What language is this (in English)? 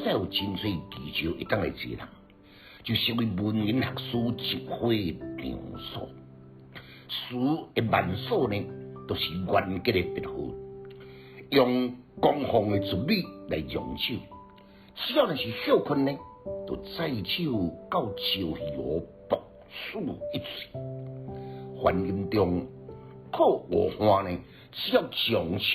Min Nan Chinese